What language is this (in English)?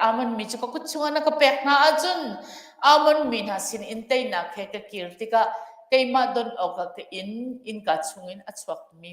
Hakha Chin